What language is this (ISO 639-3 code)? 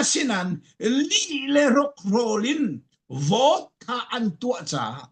cfm